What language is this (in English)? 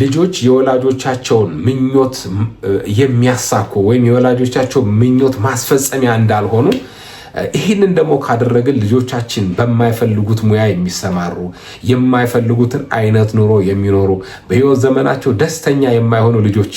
Amharic